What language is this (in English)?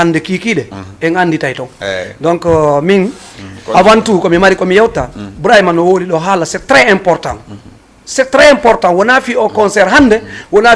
Fula